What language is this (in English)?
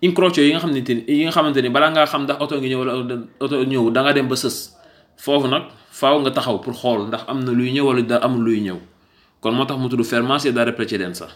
Wolof